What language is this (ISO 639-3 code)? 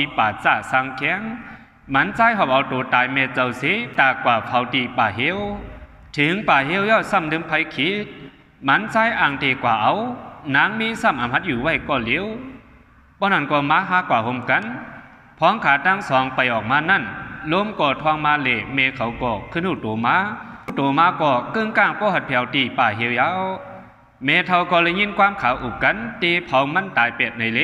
shn